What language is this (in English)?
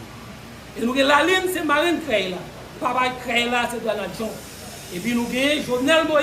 Haitian Creole